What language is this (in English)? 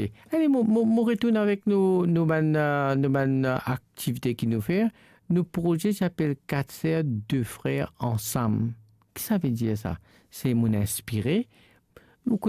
Morisyen